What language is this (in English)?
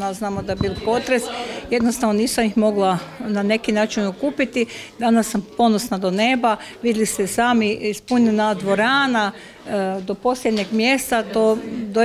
Croatian